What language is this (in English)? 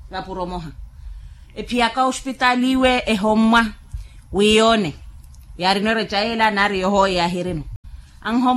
Makhuwa